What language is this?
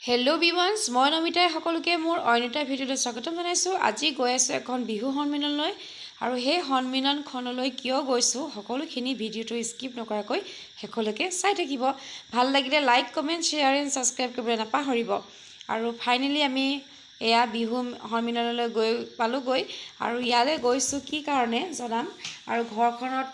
Assamese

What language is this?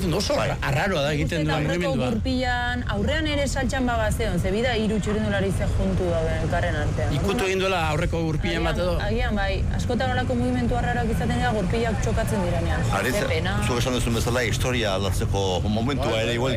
Basque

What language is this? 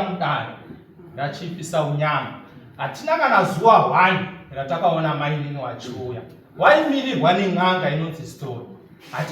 Shona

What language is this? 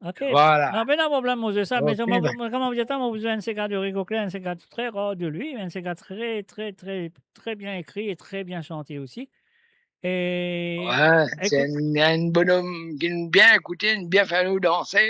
Morisyen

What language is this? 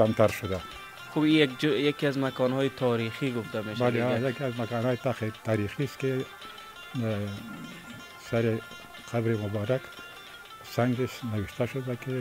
Persian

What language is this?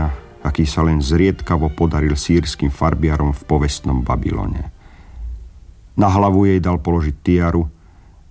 Slovak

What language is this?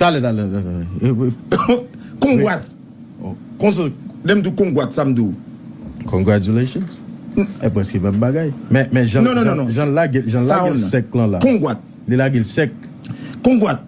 Haitian Creole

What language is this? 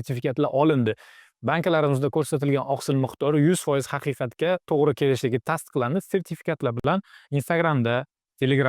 Uzbek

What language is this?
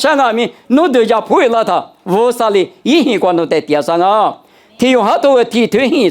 Lisu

